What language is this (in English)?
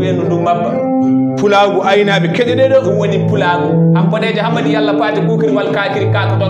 Fula